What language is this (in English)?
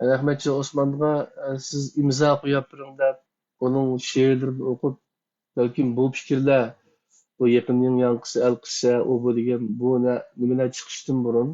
Uyghur